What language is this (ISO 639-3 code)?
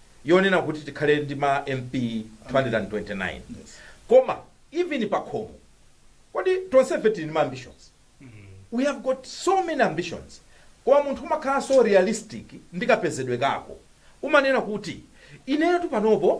nya